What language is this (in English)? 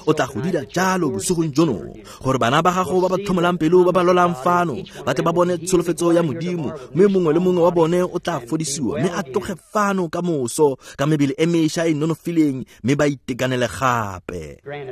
Tswana